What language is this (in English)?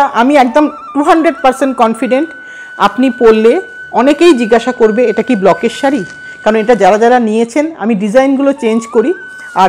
Bangla